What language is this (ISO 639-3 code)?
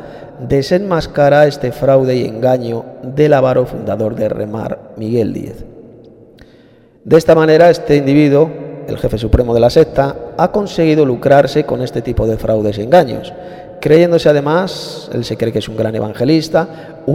spa